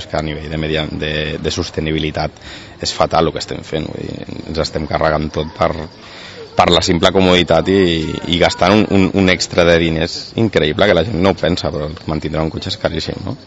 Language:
Catalan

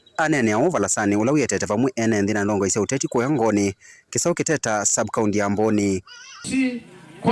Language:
Kamba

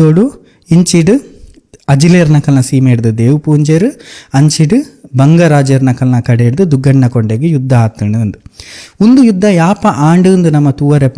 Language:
Tulu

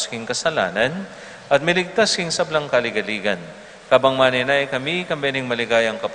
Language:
Pampanga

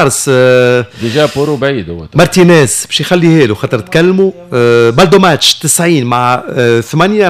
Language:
Tunisian Arabic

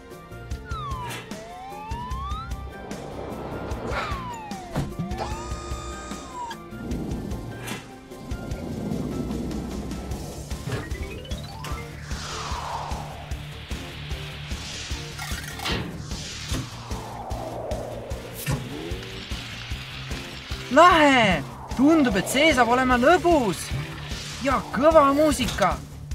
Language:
Estonian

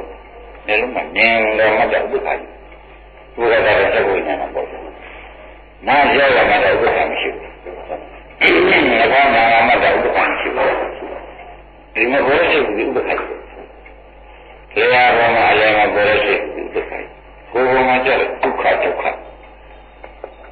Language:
Burmese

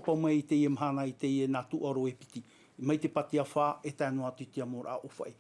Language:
Tahitian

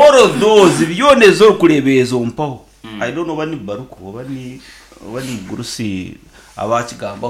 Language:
Nyankole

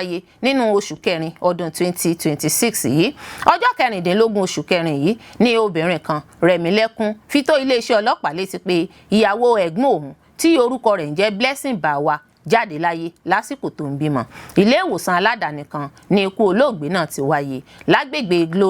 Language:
Yoruba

